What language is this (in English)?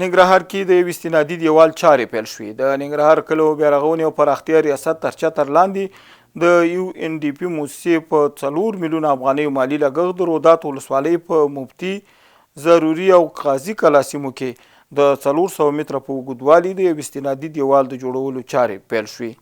Pashto